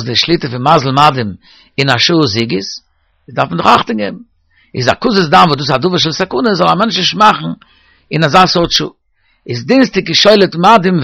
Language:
Yiddish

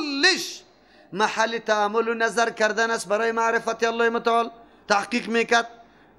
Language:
Persian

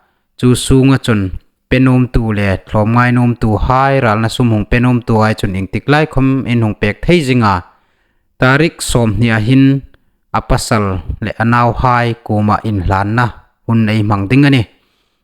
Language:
Hmar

